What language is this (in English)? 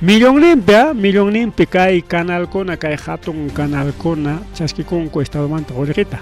Ayacucho Quechua